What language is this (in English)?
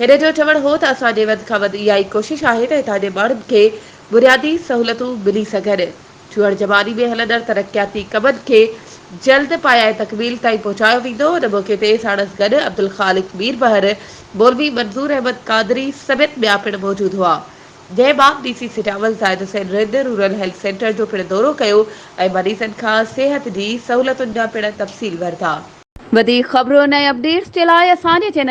Sindhi